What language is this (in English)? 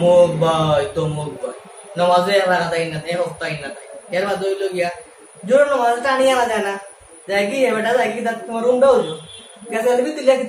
Sylheti